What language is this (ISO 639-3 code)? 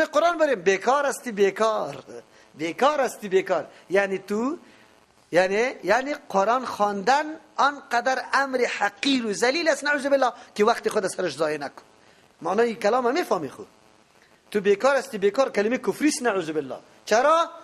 fas